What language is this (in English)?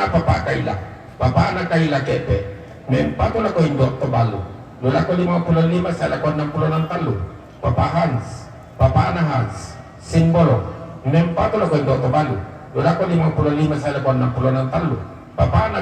Toraja-Sa'dan